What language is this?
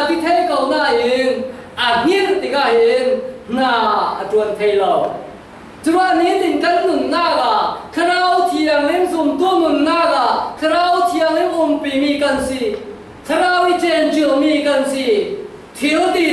Falam Chin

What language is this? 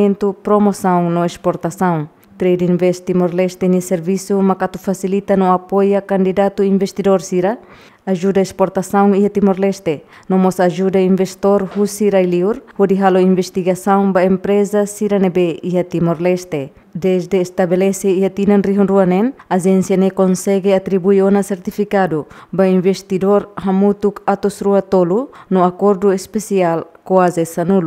Tetum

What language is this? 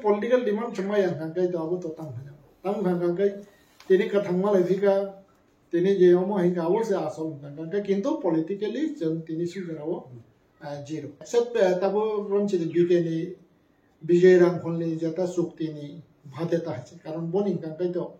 Kok Borok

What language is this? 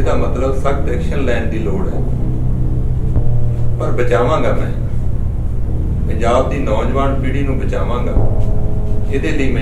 Punjabi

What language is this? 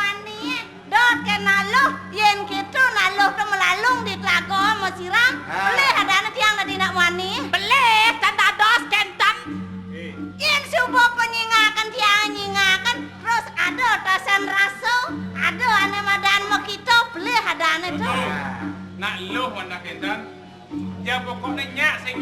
Balinese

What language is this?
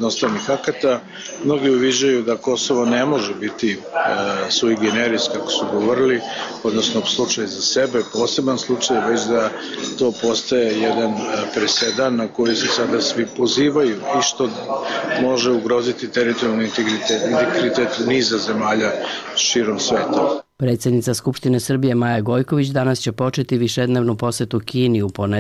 Serbian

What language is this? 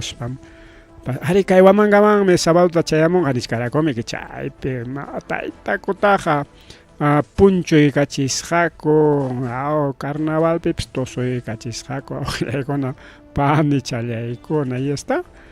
Ayacucho Quechua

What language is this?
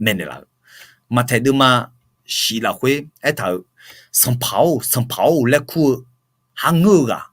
Akha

